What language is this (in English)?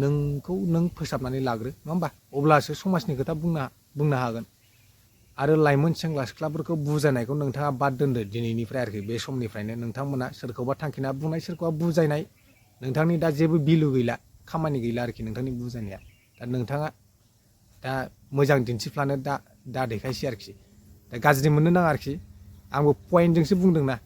Bodo